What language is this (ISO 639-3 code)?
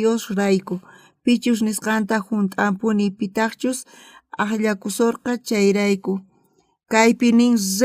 quh